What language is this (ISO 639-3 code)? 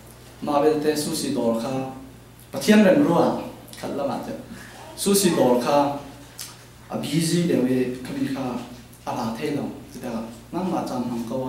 cfm